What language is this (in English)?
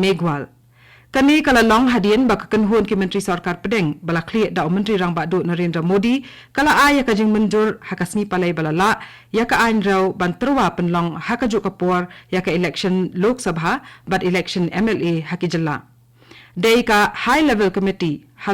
Khasi